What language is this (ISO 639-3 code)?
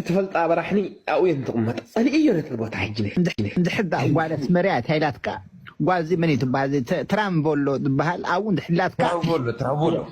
tir